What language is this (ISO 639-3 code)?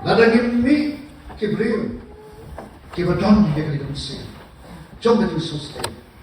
kha